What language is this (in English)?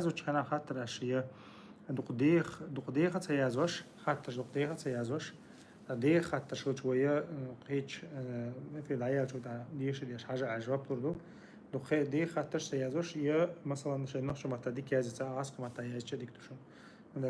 Chechen